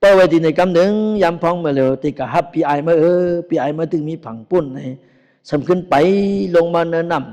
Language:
Shan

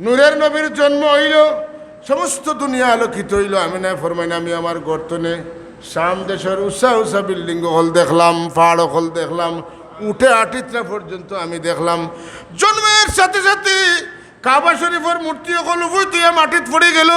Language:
Sylheti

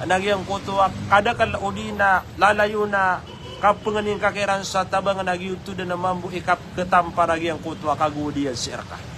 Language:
Maranao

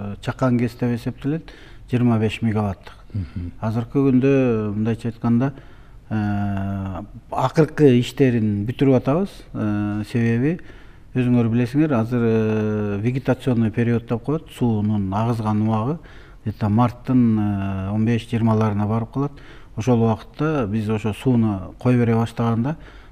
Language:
Kyrgyz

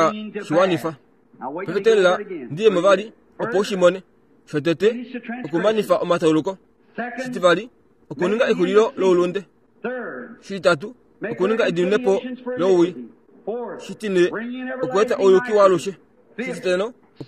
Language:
Kuanyama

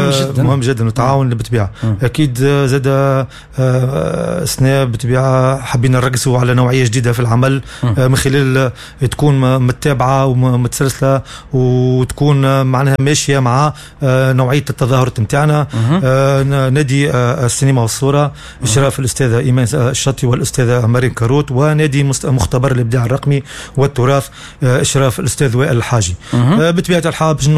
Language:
Tunisian Arabic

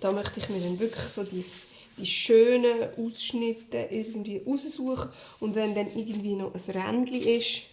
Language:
Swiss German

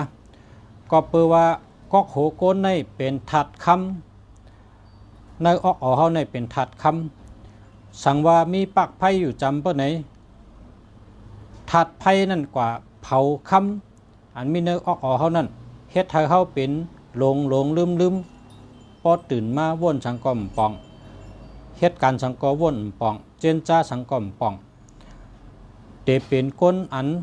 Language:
Shan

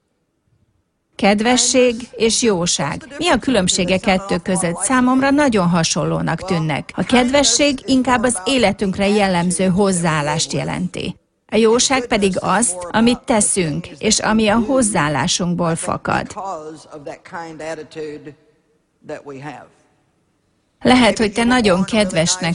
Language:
Hungarian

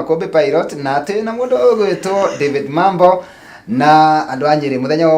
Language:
Kikuyu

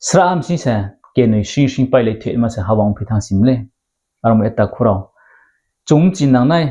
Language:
Riang (India)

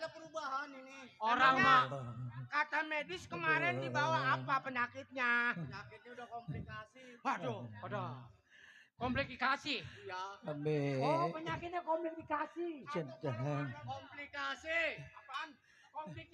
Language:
Betawi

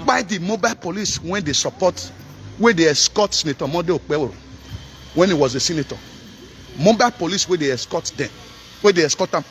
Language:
Nigerian Pidgin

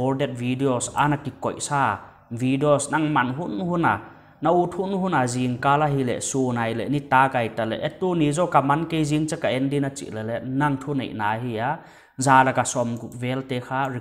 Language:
Paite Chin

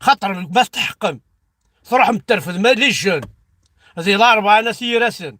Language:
Kabyle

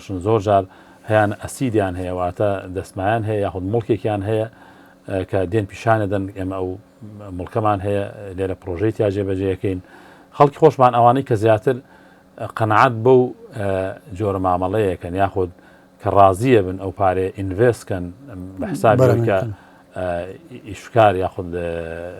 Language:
Central Kurdish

